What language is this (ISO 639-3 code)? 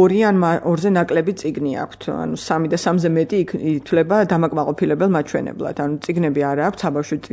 kat